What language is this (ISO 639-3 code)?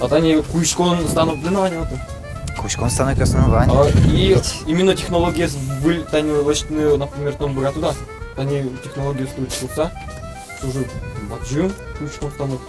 udm